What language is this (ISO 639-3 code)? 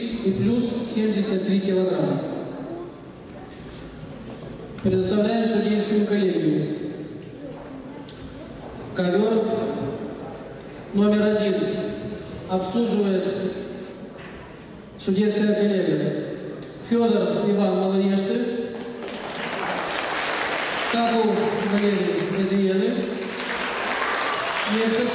rus